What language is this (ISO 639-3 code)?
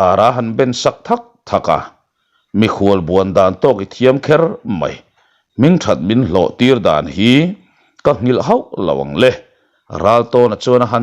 lus